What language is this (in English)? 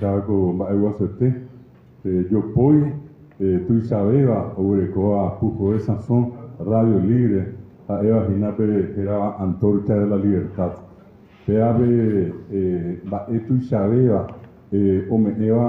Guarani